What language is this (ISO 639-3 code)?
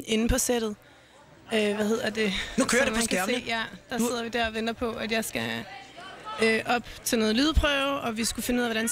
dan